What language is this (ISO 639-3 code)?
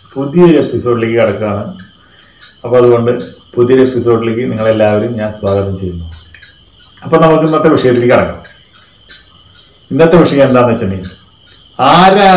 mal